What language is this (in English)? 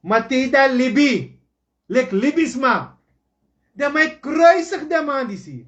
Sranan Tongo